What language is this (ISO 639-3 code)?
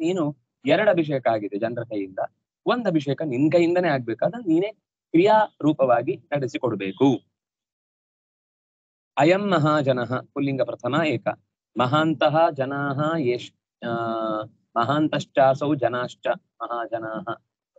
kan